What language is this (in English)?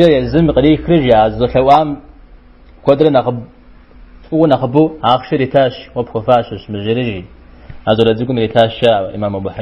Kabardian